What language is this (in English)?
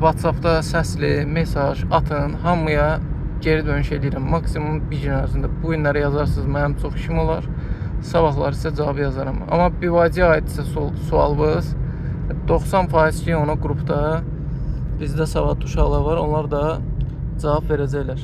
Azerbaijani